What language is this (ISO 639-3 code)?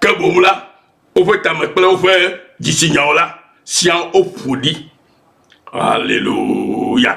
ewe